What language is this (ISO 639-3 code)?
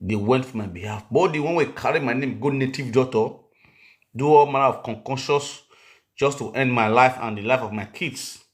pcm